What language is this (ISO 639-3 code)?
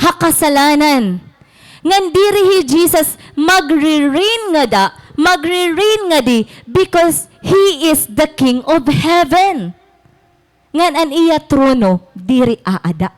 war